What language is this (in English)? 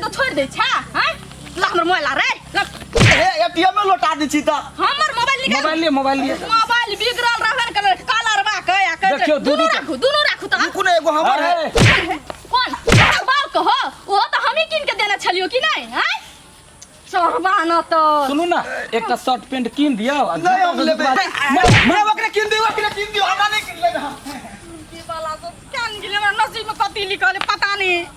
Maithili